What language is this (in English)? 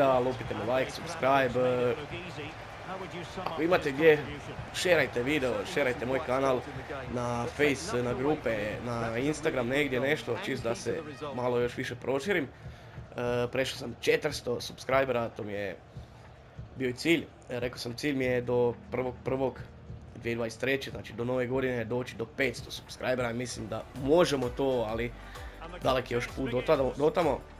Croatian